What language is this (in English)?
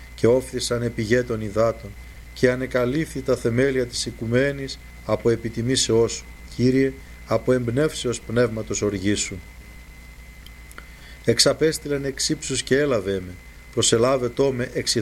Greek